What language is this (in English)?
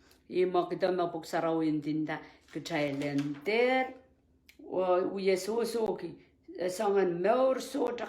Pohnpeian